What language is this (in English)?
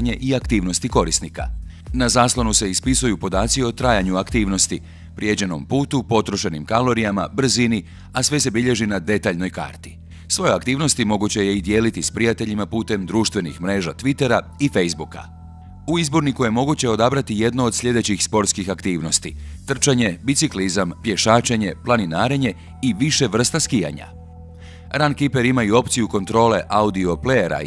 Croatian